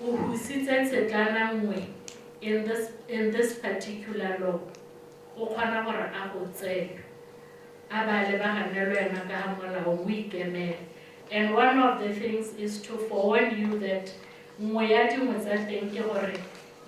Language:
Tswana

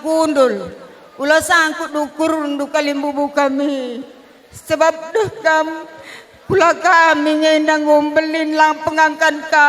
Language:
Batak Karo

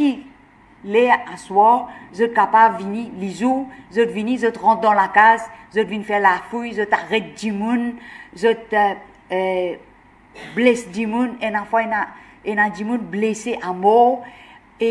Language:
Morisyen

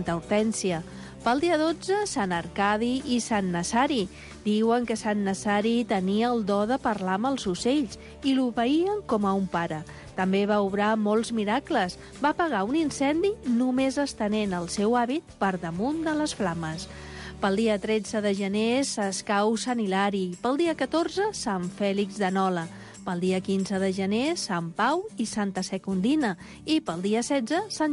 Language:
Catalan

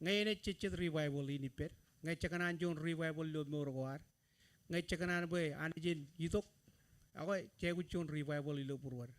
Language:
Marshallese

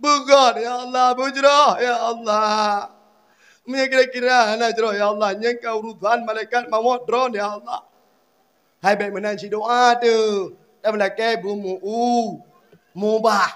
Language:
Achinese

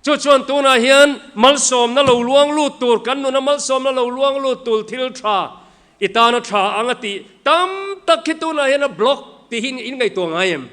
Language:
Mizo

